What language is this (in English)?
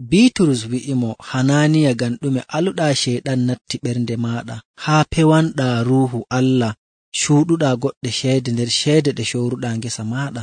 Nigerian Fulfulde